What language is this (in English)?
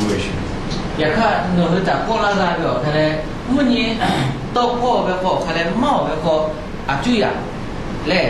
Lahu